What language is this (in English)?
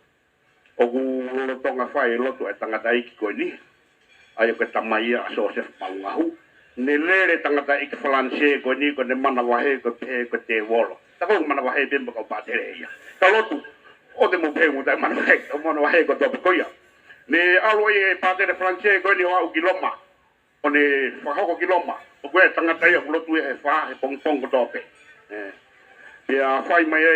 Tongan